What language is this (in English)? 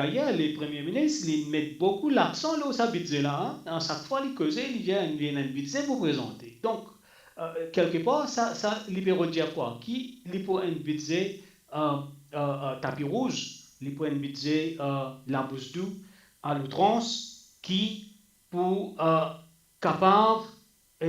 Morisyen